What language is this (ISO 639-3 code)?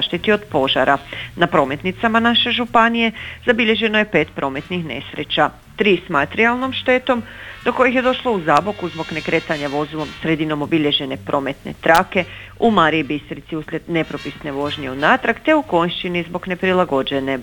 hrv